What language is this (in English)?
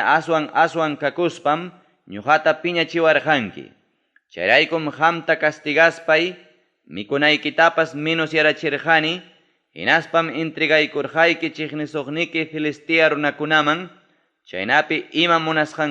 Ayacucho Quechua